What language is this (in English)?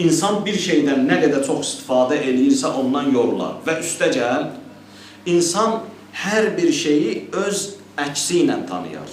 Azerbaijani